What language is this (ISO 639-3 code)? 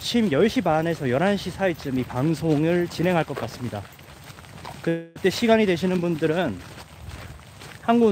kor